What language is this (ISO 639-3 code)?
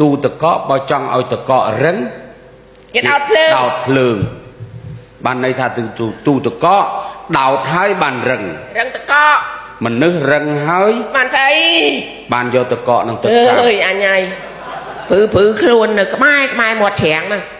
khm